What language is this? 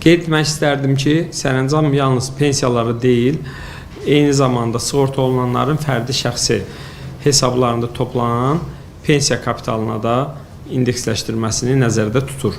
Azerbaijani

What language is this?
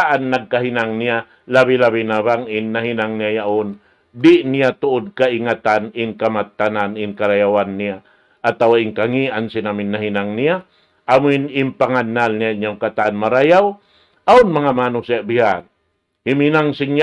Tausug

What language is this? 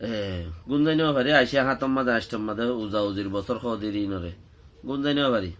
Rohingya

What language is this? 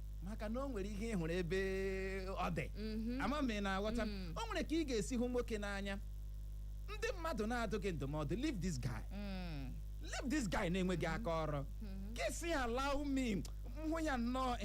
Igbo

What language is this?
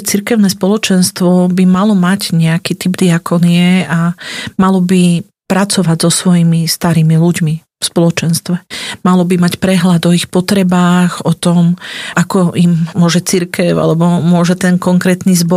Slovak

